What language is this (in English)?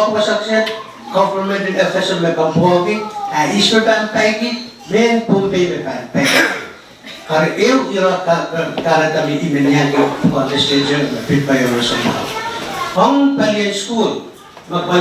Pohnpeian